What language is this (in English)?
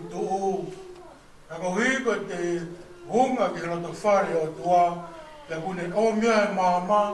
Tongan